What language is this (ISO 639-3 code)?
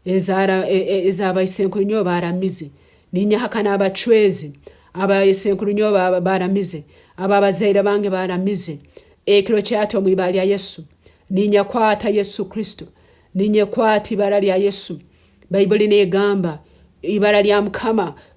nyn